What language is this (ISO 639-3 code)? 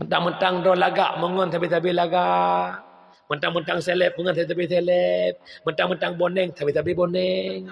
ace